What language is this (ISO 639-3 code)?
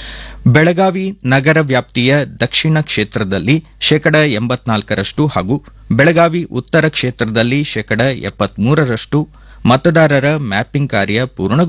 kan